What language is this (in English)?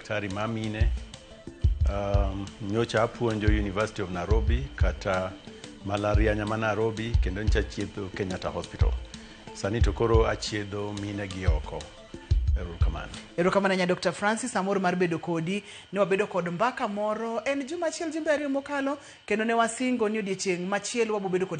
Luo (Kenya and Tanzania)